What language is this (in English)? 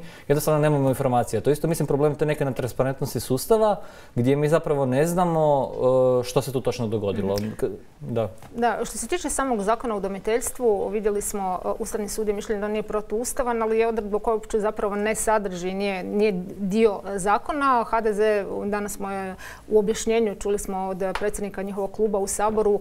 Croatian